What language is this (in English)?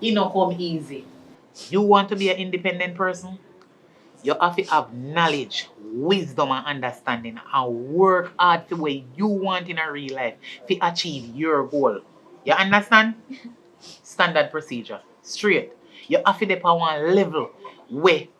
Jamaican Creole English